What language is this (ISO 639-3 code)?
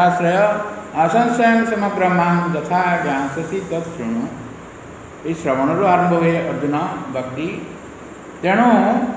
ori